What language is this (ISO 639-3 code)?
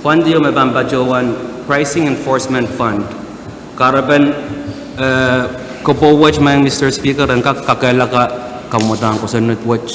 pon